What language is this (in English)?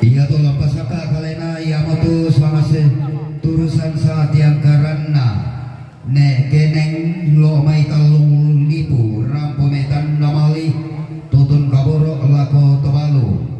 Toraja-Sa'dan